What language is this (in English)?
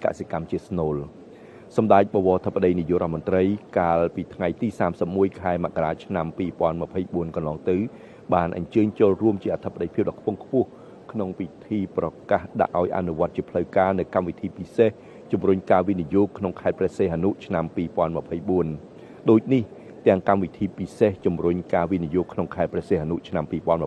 Khmer